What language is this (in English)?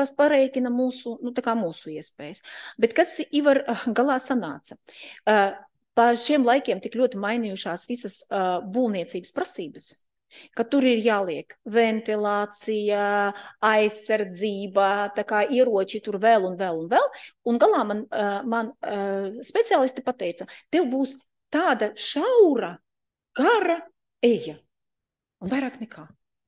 Latvian